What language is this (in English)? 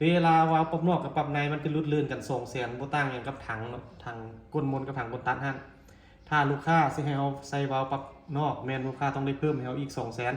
Lao